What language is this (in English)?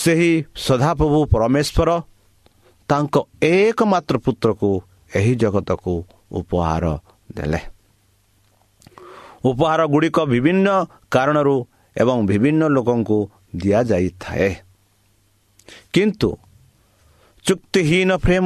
Odia